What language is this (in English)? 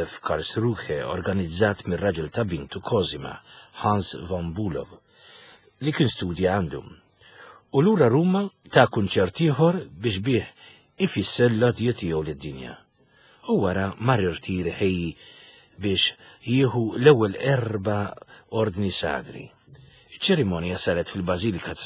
Maltese